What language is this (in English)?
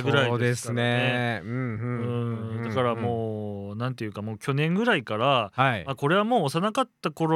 Japanese